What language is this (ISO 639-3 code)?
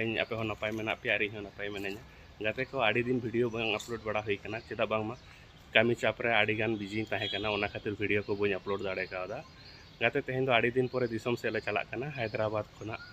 sat